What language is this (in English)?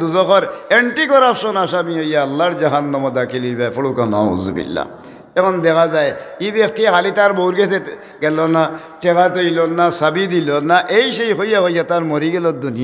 Sylheti